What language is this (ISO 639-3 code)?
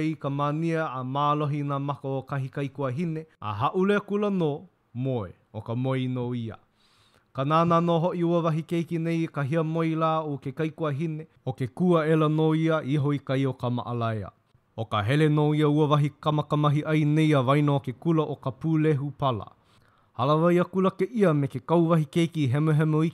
haw